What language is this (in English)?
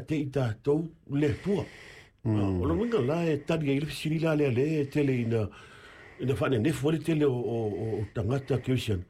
Samoan